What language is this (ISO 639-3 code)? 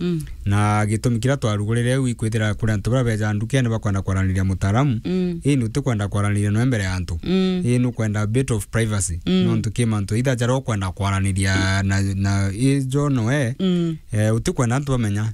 mer